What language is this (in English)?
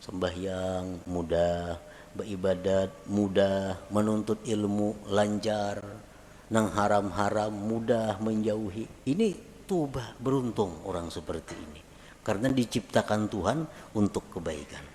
Banjar